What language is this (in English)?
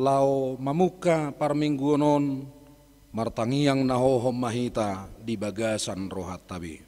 Batak Toba